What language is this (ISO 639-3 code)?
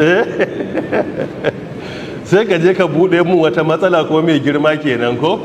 hau